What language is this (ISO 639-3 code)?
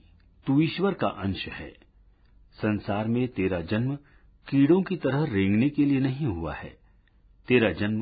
hin